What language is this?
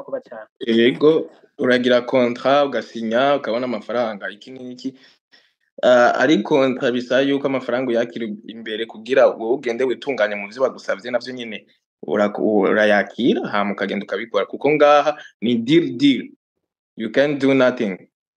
Rundi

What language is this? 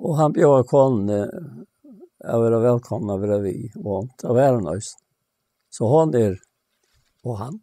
Faroese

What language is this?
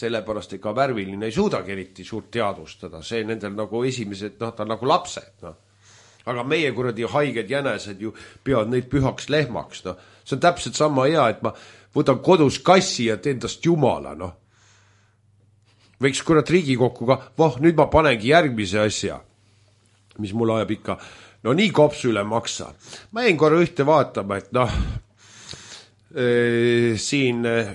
Estonian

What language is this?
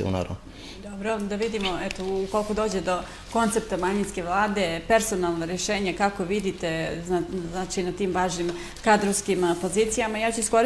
Bosnian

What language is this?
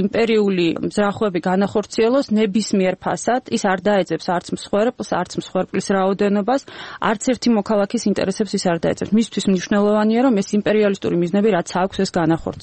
Georgian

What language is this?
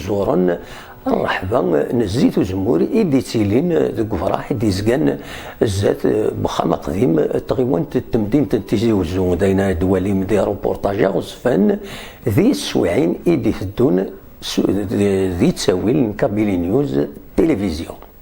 Kabyle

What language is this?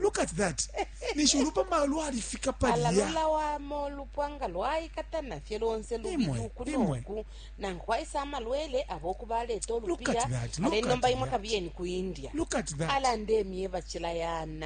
Bemba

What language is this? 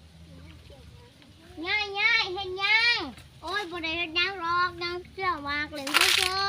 Lao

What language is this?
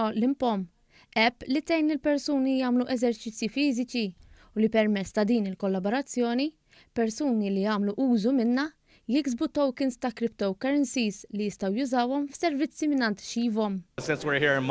Maltese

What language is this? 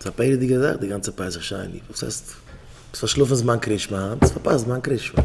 Yiddish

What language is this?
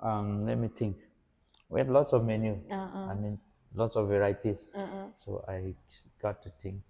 Rongmei Naga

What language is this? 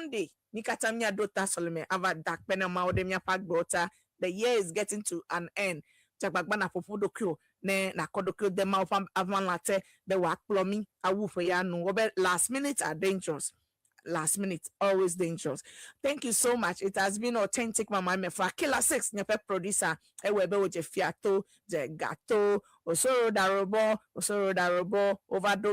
Ewe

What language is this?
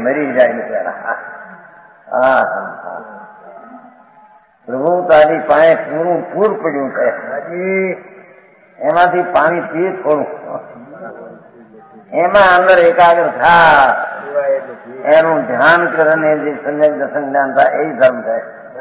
Gujarati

